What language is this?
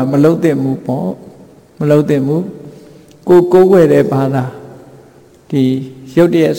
Burmese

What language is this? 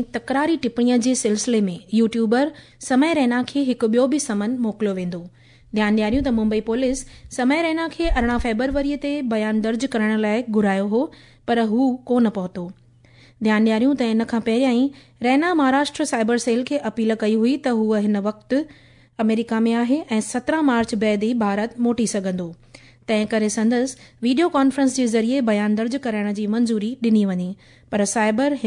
Sindhi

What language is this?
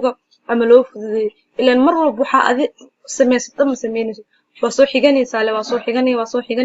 Somali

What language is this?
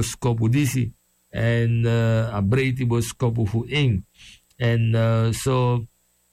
Sranan Tongo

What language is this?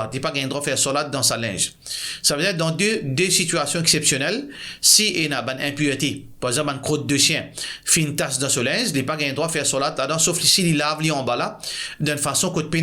Morisyen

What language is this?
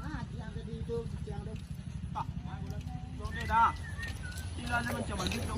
Minangkabau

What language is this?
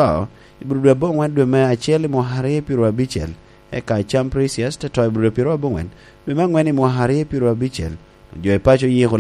Lango (Uganda)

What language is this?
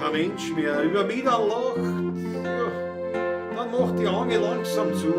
Bavarian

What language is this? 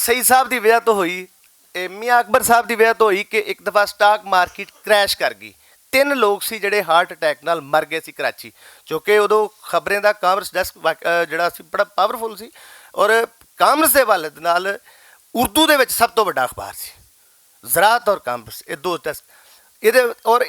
Western Panjabi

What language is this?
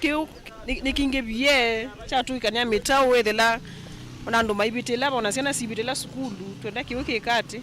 Kamba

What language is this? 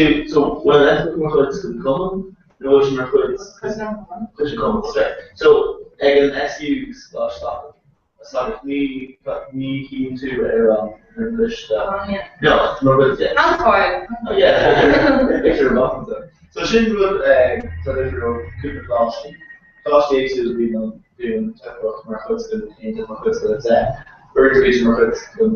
Irish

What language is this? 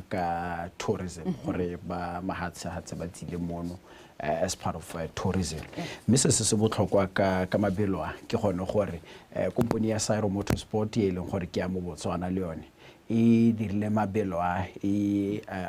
Tswana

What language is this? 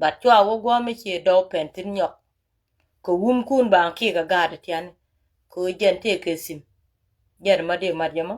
Nuer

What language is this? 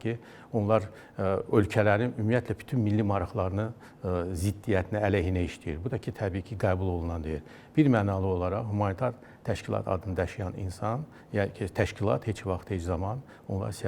Azerbaijani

